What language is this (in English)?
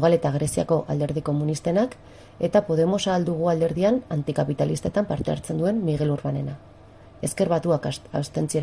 Basque